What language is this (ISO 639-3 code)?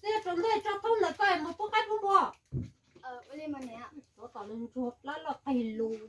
hmn